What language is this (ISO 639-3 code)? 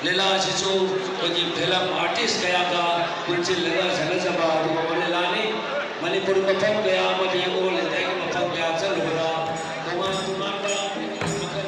mni